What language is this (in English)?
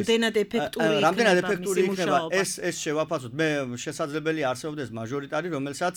Georgian